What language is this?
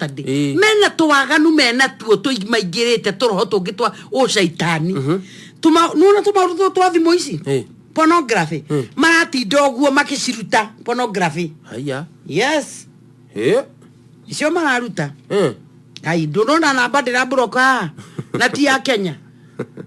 Kikuyu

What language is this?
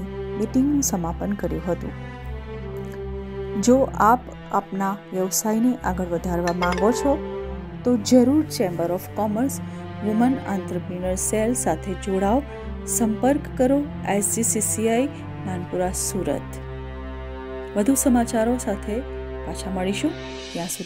Gujarati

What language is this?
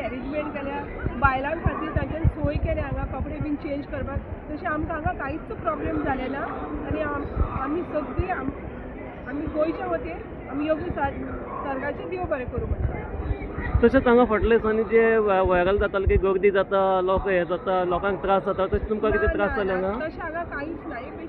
Konkani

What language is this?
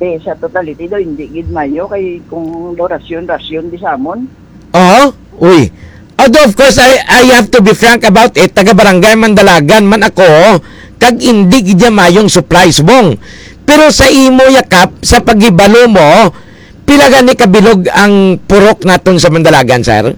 Hiligaynon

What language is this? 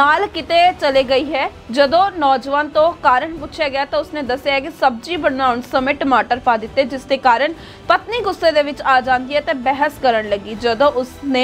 Punjabi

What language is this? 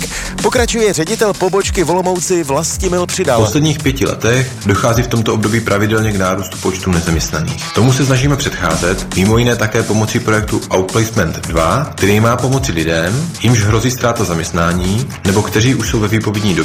Czech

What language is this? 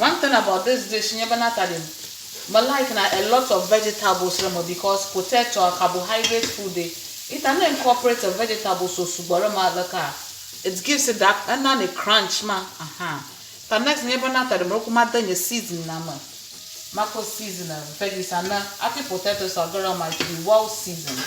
Ewe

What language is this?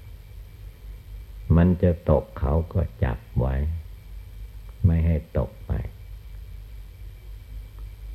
Thai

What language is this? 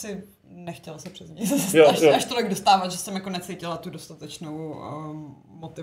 Czech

